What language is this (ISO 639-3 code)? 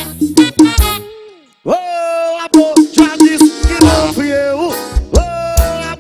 por